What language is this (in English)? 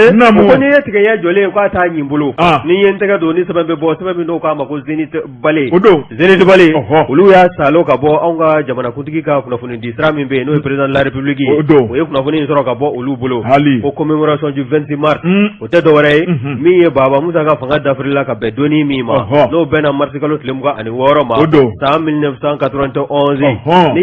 Bambara